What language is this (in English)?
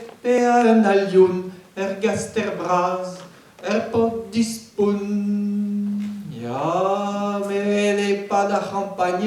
Breton